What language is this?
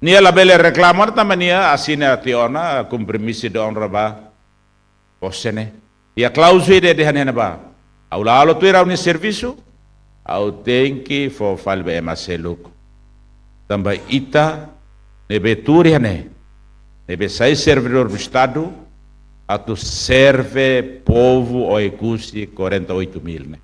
Tetum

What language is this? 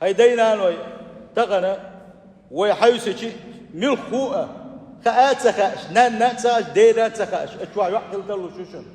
Chechen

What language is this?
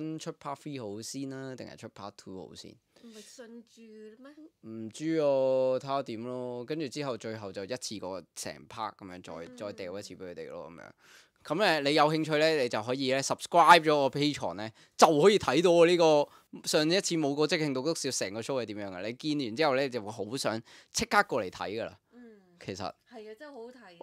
Cantonese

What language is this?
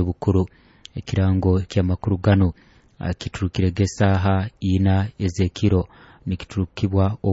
Nyoro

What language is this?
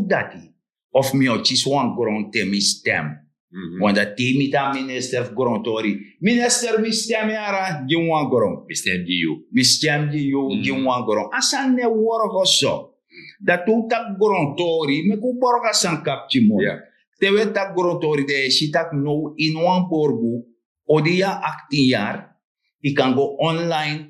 Sranan Tongo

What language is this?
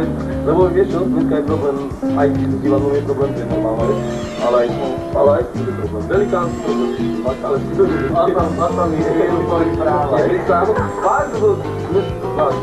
Slovak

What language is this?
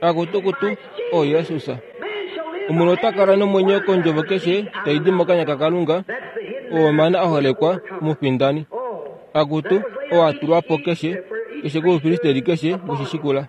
Kuanyama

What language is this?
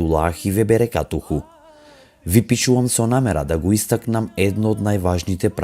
Macedonian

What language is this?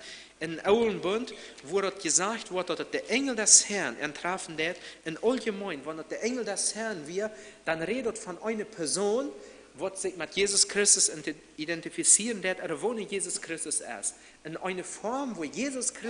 Plautdietsch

